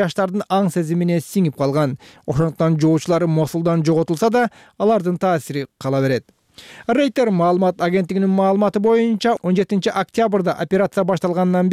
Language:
Kyrgyz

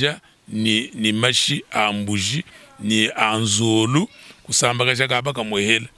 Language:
Luba-Lulua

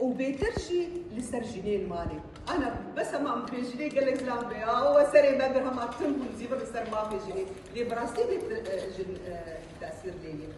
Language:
Kurdish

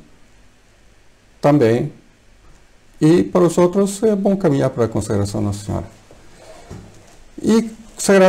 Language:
Portuguese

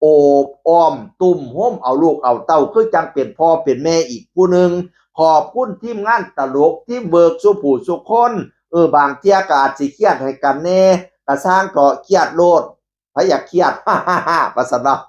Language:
Northeastern Thai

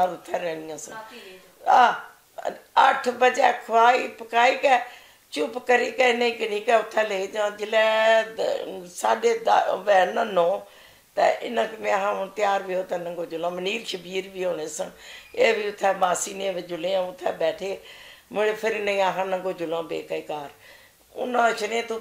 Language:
Punjabi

